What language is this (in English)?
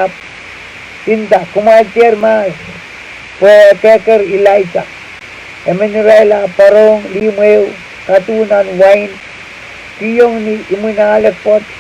Pohnpeian